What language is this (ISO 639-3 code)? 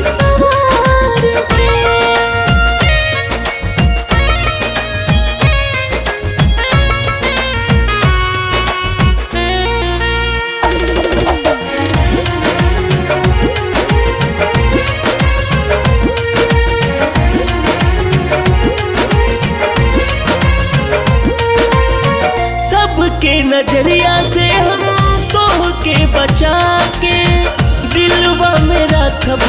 bho